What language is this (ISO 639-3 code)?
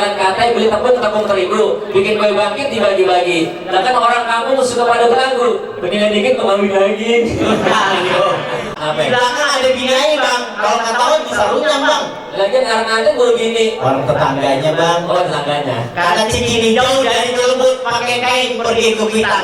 bew